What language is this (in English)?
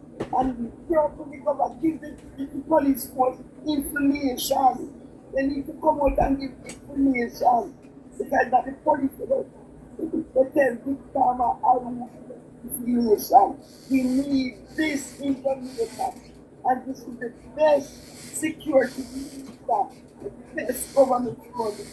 Jamaican Creole English